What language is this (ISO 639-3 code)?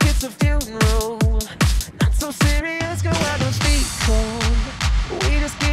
eng